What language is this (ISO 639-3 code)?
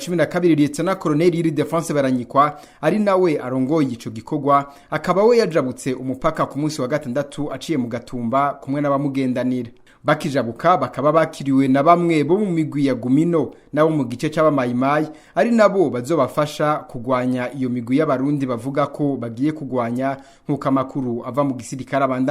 run